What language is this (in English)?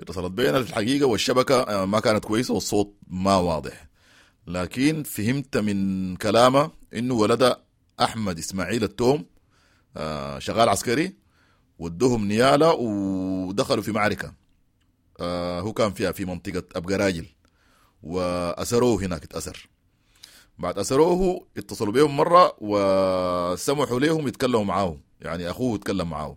Sudanese Arabic